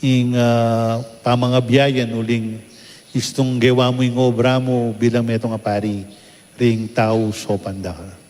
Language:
Pampanga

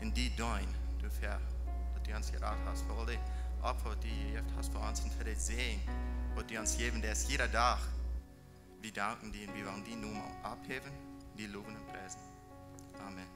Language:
Plautdietsch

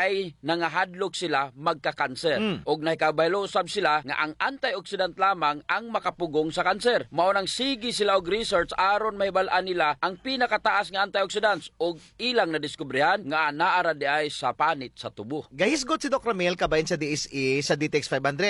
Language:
Cebuano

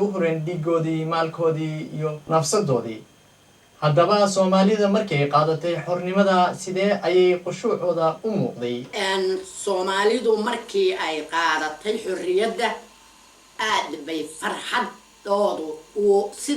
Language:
Somali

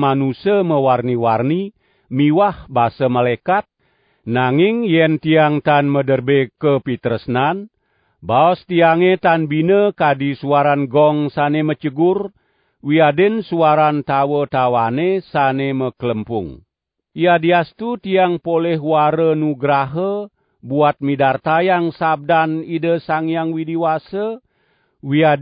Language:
Balinese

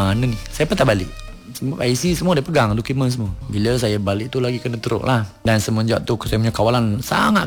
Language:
Malay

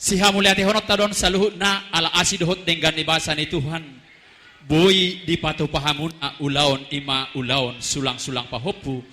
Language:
Batak Toba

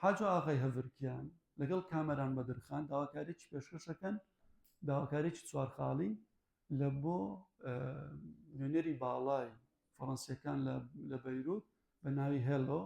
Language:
Central Kurdish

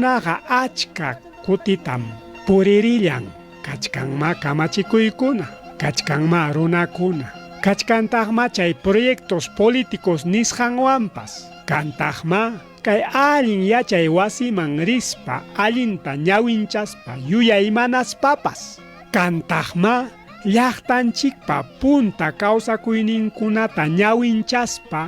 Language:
Ayacucho Quechua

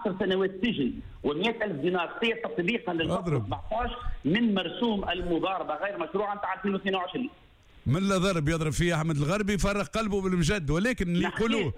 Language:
Tunisian Arabic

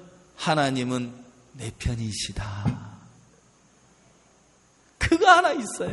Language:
Korean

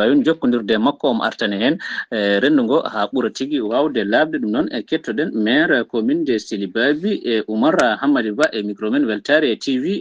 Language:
Fula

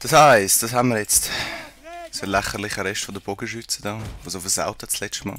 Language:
Swiss German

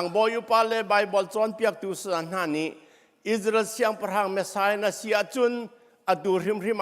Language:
Hakha Chin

